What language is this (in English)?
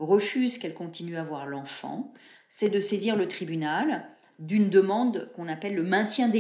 French